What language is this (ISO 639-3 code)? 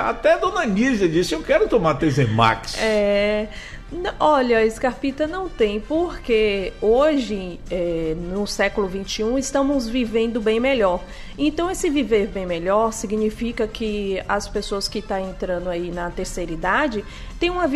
por